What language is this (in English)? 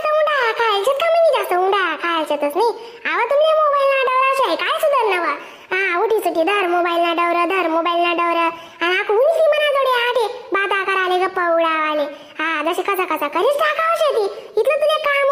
Khandesi